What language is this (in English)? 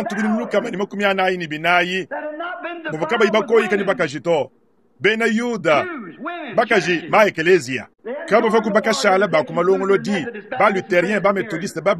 Luba-Lulua